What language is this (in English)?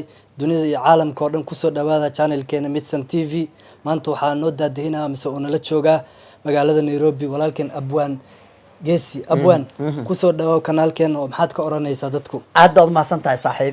Somali